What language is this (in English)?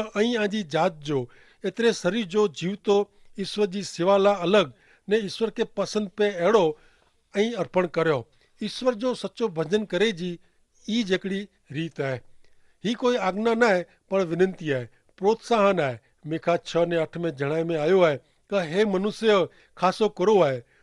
Kachhi